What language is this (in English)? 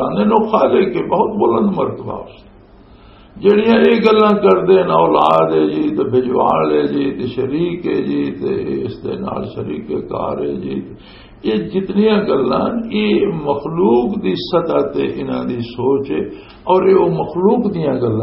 Western Panjabi